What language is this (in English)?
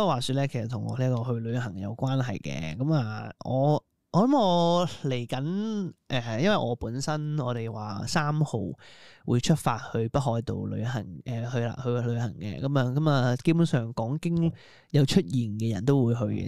Cantonese